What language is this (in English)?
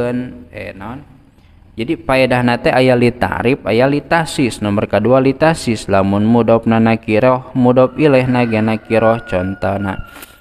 Sundanese